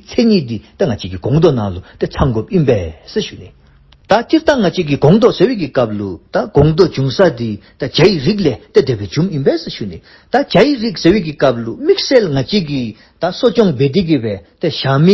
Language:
Dzongkha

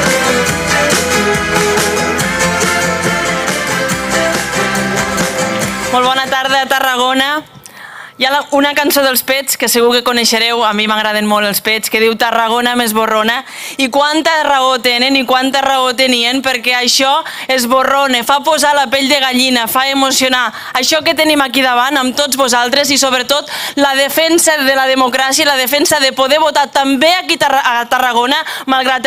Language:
Catalan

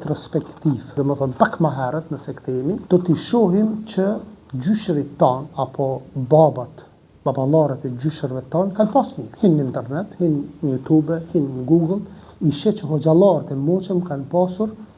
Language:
Albanian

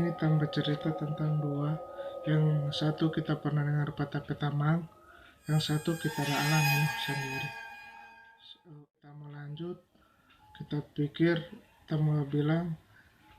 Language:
Manado Malay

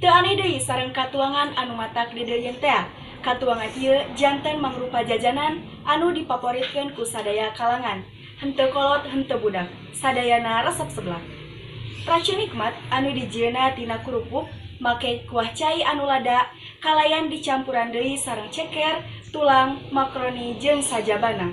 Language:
Sundanese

